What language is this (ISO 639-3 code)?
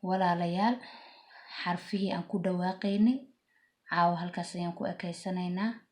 som